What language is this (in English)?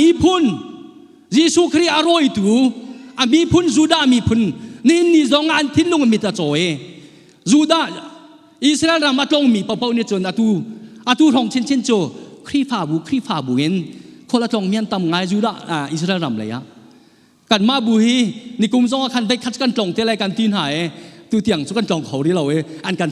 Hakha Chin